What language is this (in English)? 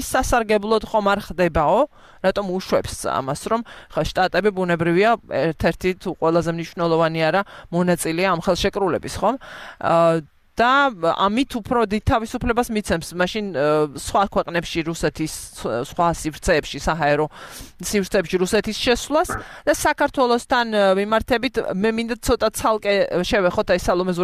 Georgian